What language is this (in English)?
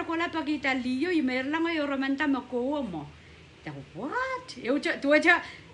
Pohnpeian